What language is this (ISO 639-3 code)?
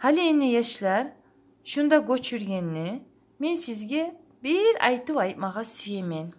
kum